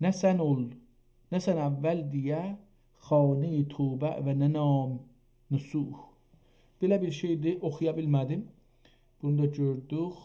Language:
South Azerbaijani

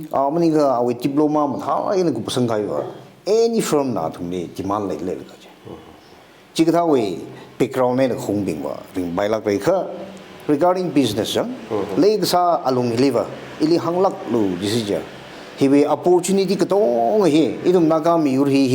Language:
Tangkhul Naga (India)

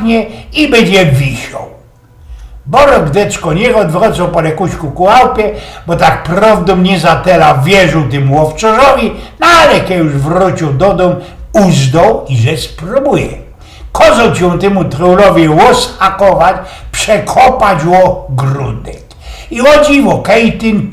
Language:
Silesian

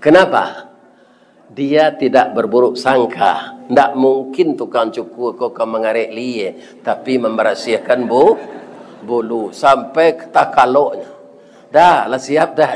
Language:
Minangkabau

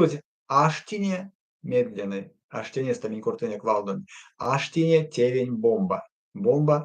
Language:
Erzya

